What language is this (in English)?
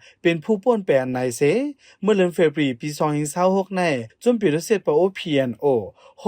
Shan